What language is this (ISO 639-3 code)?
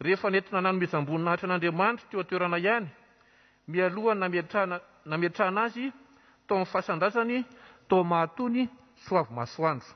mlg